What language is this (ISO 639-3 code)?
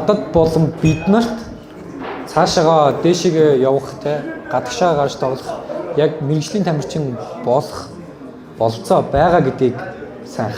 mon